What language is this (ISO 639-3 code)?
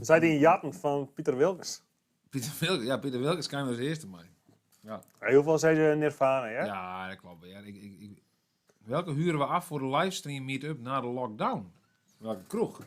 fry